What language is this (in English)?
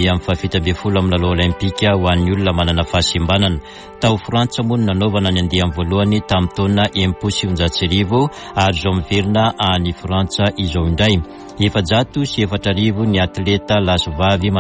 Malagasy